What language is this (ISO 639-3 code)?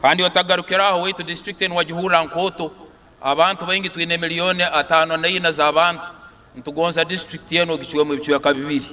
nyn